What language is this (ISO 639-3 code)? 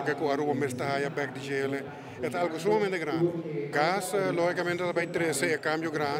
pap